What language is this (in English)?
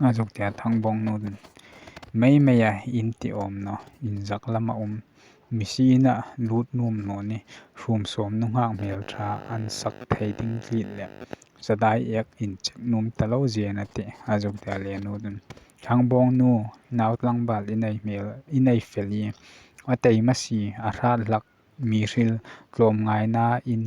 Hmar